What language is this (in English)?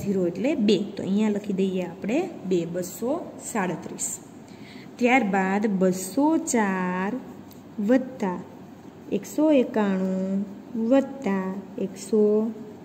Gujarati